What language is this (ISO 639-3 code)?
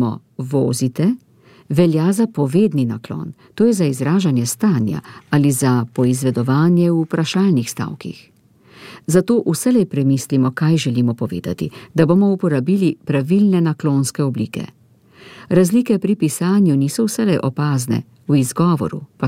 slv